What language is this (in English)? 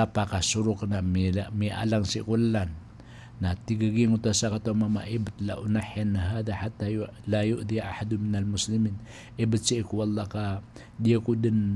Maranao